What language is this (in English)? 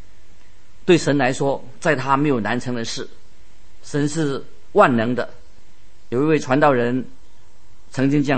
Chinese